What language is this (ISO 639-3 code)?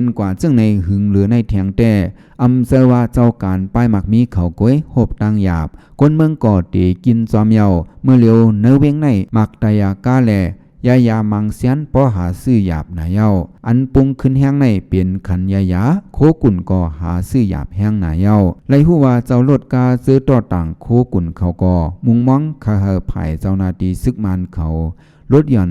shn